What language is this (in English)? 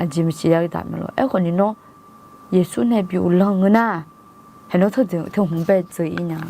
Akha